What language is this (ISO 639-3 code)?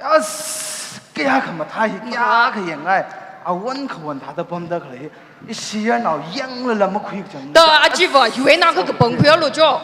nmf